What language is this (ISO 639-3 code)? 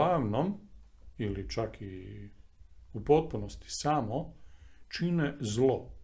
hrv